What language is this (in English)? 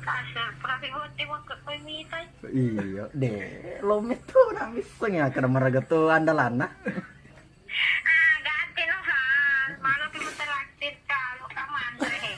Buginese